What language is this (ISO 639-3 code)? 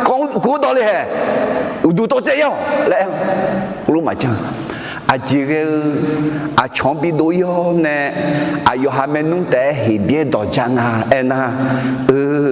ahk